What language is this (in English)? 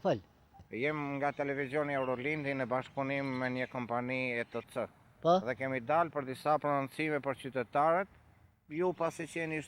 Albanian